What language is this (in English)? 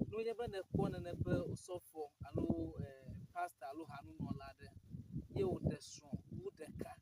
Ewe